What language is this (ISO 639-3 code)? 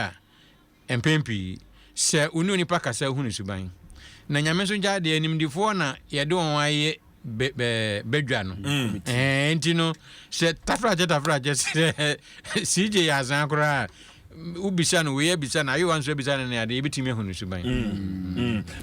aka